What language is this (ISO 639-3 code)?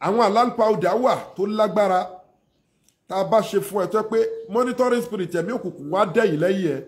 yor